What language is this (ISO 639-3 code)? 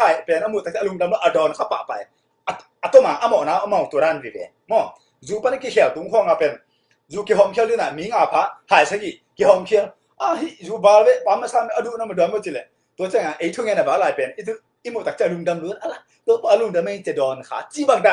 ctd